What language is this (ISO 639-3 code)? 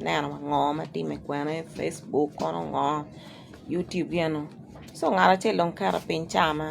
ach